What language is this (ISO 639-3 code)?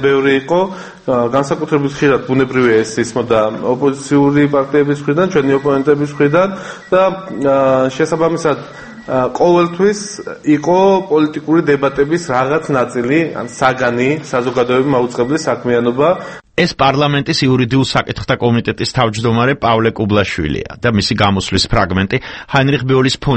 kat